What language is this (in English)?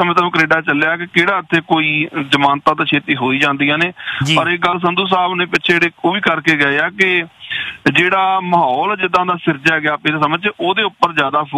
Punjabi